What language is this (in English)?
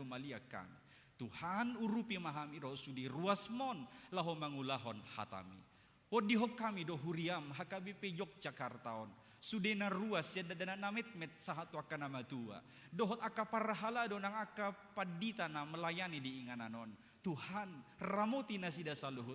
Batak Toba